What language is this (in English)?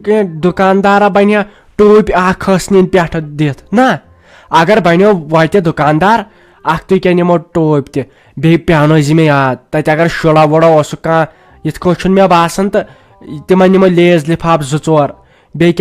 Kashmiri